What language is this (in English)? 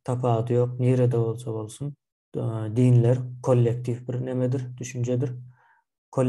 Turkmen